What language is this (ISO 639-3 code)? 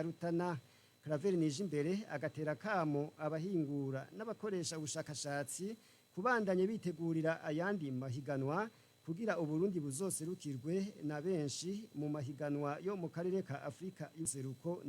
run